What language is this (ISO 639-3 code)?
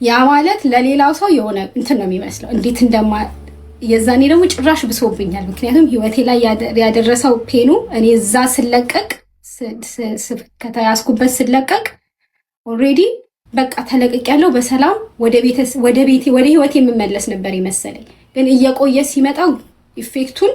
amh